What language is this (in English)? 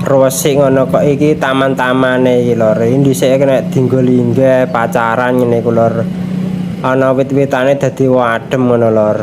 Javanese